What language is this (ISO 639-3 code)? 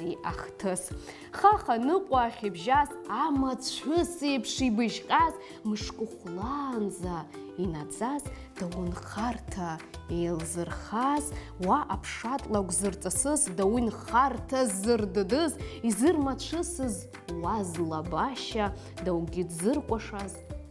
abk